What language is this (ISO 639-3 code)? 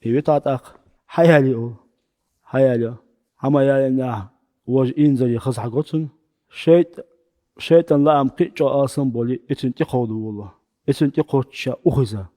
che